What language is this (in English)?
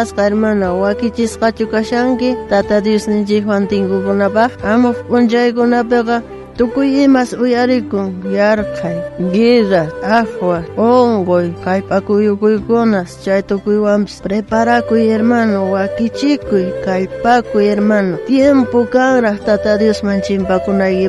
South Bolivian Quechua